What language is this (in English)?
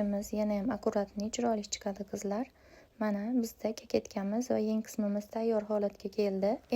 Uzbek